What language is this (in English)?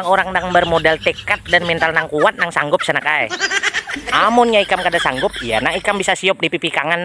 Banjar